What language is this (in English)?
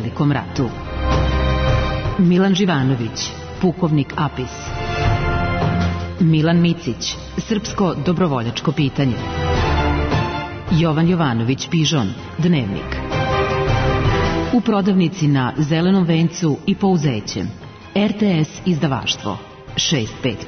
Serbian